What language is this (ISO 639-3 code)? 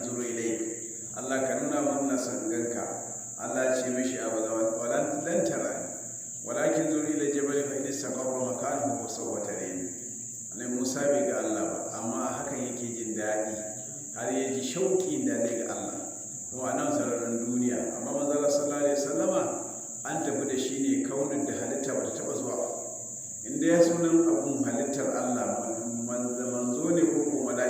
hau